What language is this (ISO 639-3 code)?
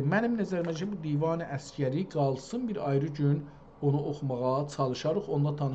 azb